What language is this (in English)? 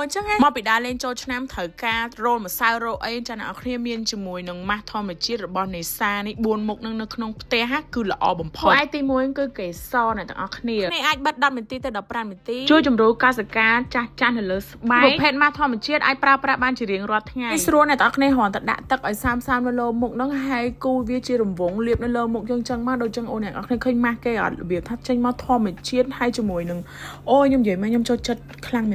Khmer